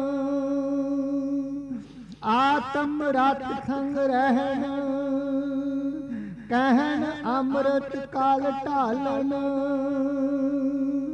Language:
Punjabi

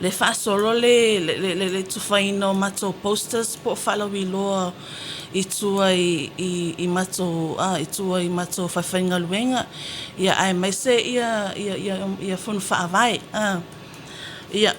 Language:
Samoan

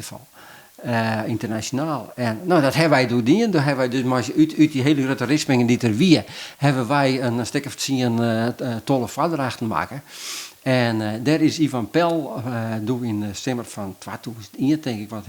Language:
Western Frisian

